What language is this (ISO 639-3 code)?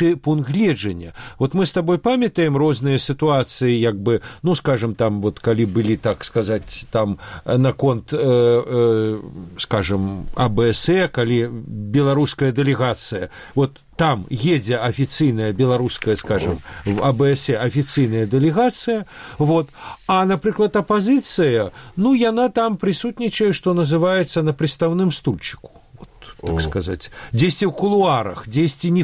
bel